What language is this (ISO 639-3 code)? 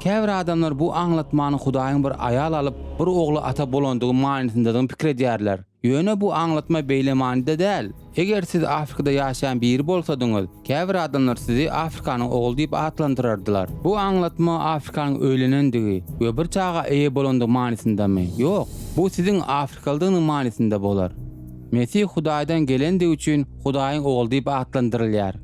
tuk